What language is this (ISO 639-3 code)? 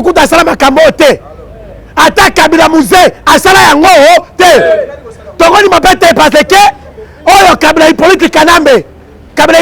lin